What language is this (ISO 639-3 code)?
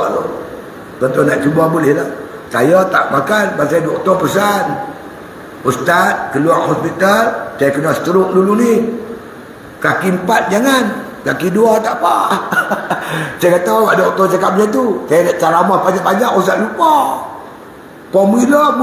msa